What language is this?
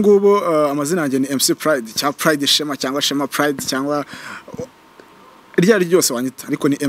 Kinyarwanda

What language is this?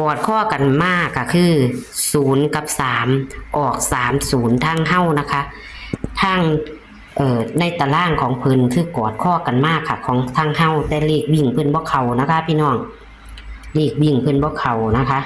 Northeastern Thai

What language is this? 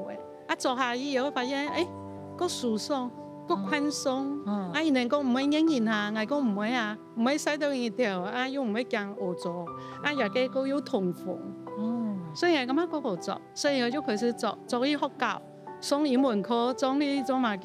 Hakka Chinese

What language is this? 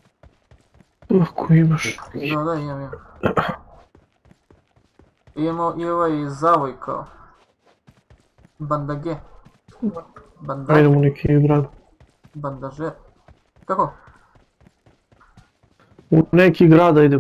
Croatian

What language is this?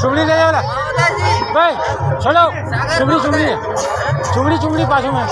Chhattisgarhi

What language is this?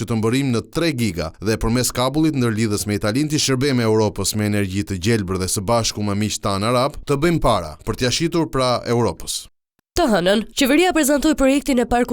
Albanian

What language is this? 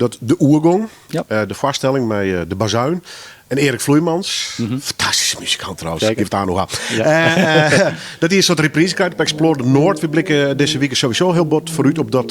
Western Frisian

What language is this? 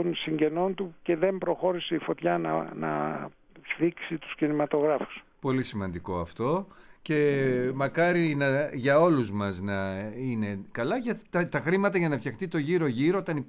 Greek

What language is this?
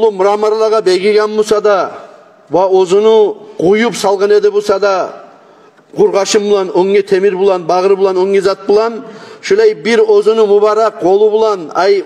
Kumyk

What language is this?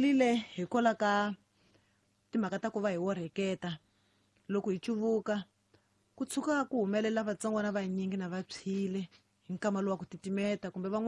Tsonga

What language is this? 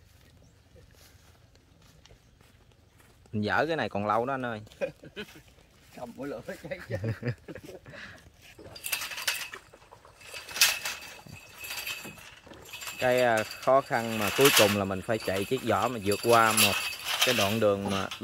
Vietnamese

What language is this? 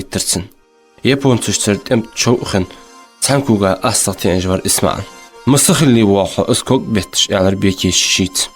Ingush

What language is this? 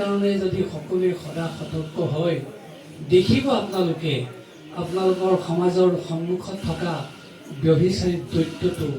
Assamese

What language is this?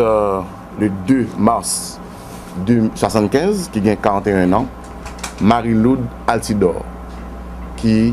Haitian Creole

